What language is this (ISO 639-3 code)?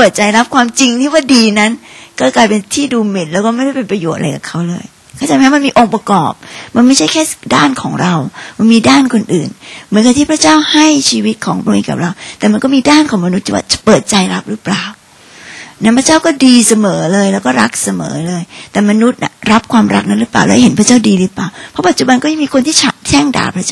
tha